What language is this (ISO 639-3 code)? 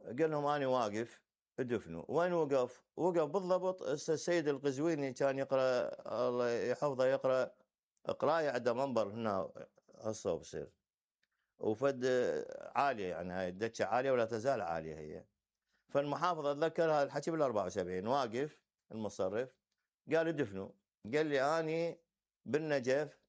acm